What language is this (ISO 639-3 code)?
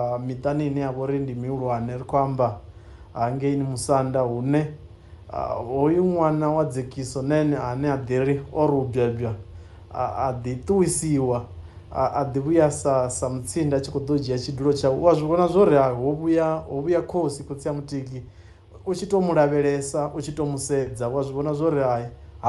ven